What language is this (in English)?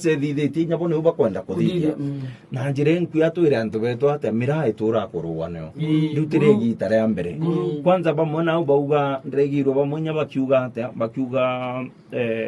Meru